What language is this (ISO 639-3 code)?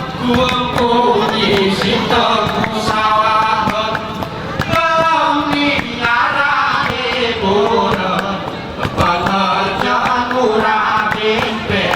gay